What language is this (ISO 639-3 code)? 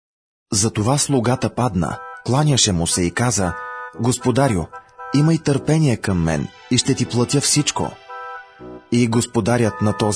bul